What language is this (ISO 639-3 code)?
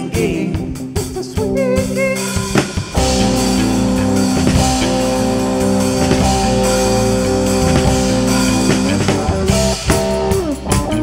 dan